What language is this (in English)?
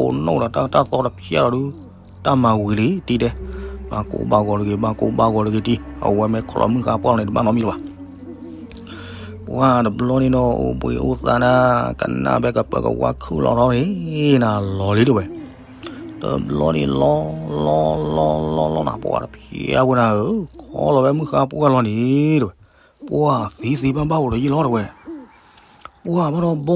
S'gaw Karen